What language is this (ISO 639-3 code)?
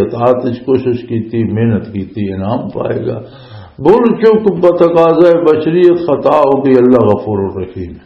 lah